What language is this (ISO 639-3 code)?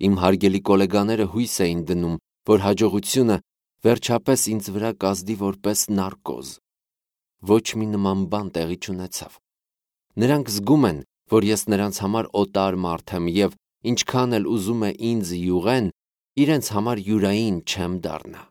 hye